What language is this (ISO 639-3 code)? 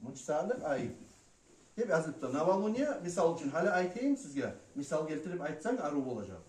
kum